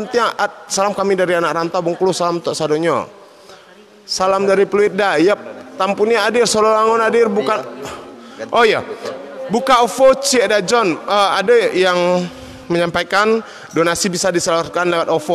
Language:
Minangkabau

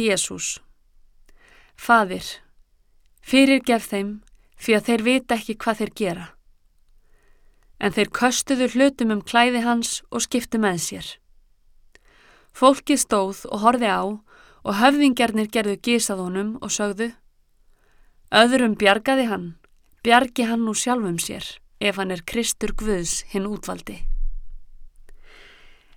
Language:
Icelandic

